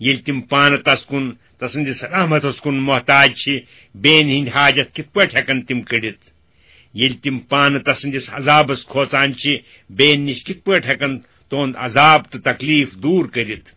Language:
Kashmiri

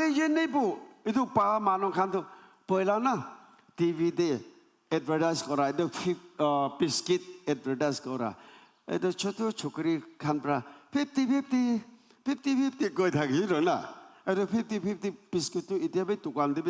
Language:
Naga Pidgin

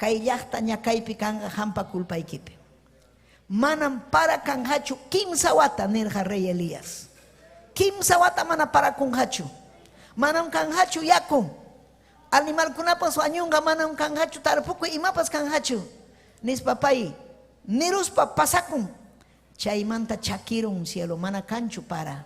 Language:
Ayacucho Quechua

